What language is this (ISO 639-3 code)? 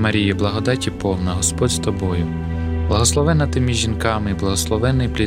ukr